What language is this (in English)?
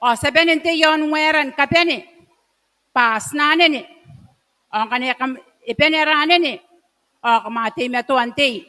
Gilbertese